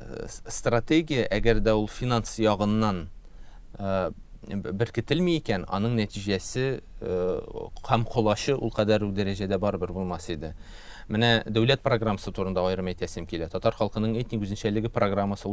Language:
Tatar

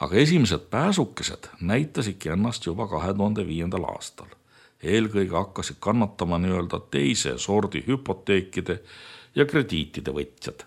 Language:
Estonian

